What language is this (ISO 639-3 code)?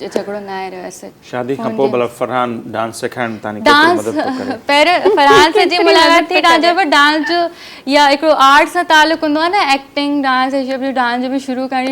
snd